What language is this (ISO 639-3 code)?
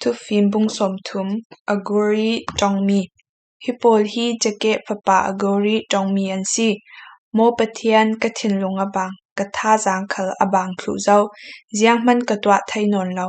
cfm